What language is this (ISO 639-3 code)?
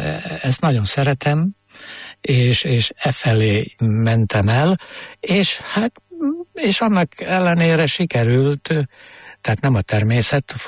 hun